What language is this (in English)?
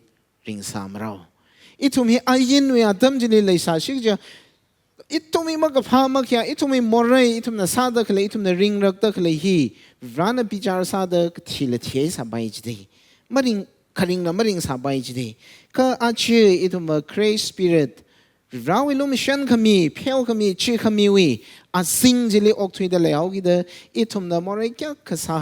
Tangkhul Naga (India)